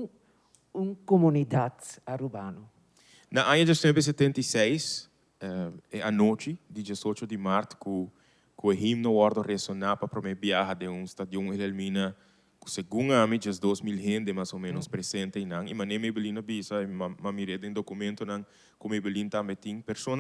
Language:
Papiamento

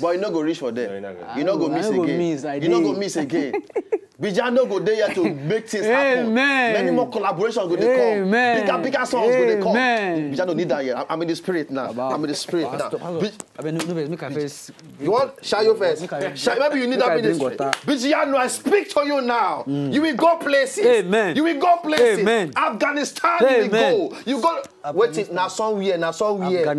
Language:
Nigerian Pidgin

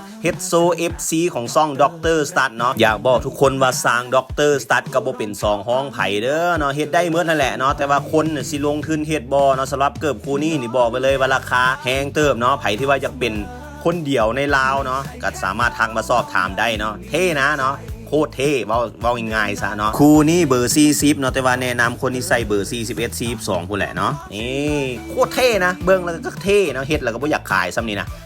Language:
Lao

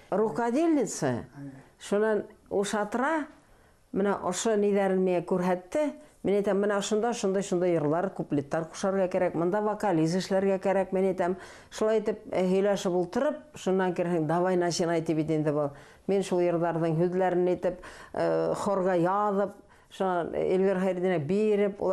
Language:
Bashkir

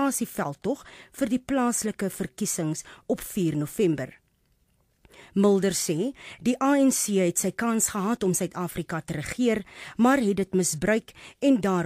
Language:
Afrikaans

